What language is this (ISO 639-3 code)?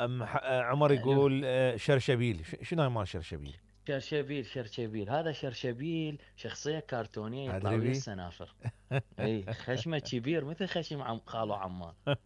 acm